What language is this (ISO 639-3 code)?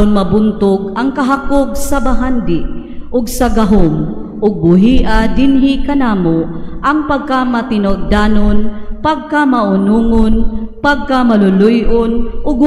ceb